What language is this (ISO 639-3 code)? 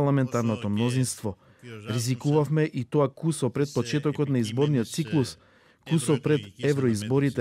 mkd